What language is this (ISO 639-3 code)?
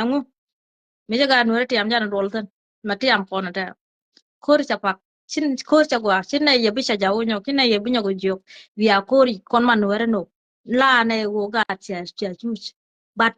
nus